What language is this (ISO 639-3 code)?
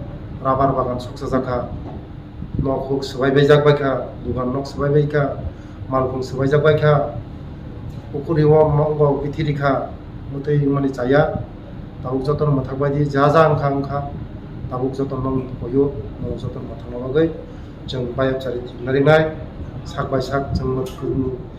trp